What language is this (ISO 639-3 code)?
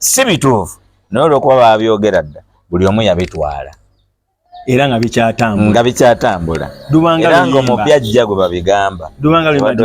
lug